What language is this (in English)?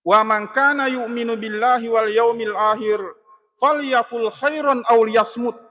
Buginese